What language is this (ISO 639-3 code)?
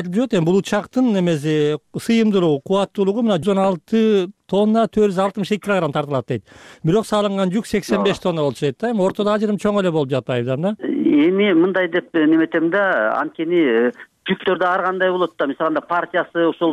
kir